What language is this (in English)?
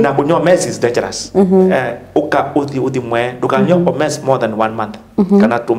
Kamba